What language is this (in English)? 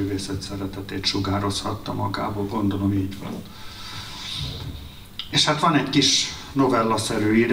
Hungarian